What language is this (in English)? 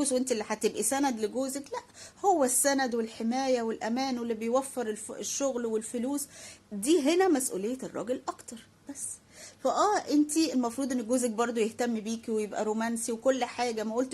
Egyptian Arabic